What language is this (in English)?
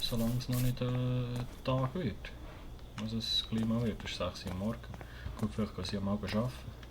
Swiss German